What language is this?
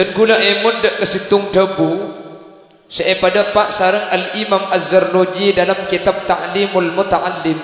Madurese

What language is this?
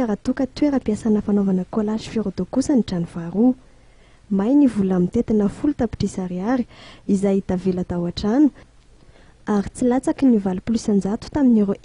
Malagasy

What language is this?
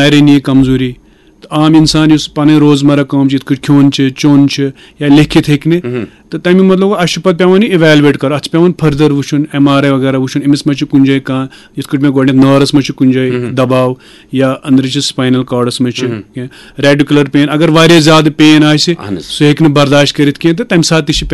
Kashmiri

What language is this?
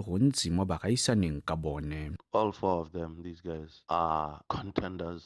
Tswana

